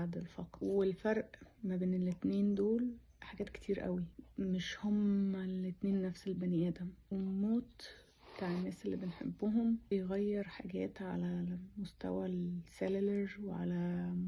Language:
Egyptian Arabic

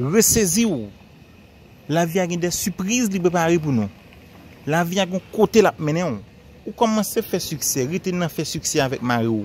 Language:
Haitian Creole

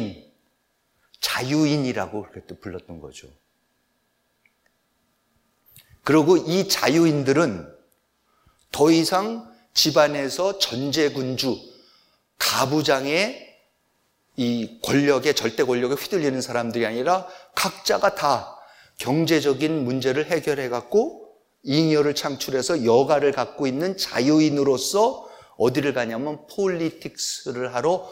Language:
Korean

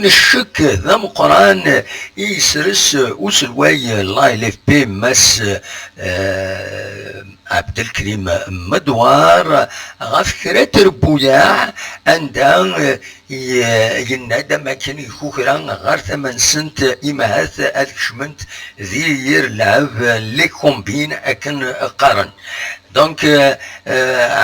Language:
Kabyle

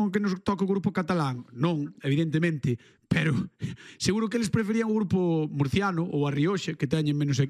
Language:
Galician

